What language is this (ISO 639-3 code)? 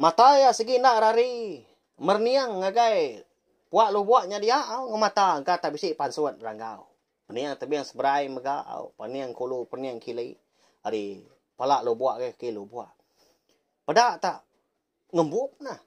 iba